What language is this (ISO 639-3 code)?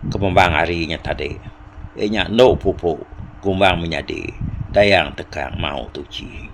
iba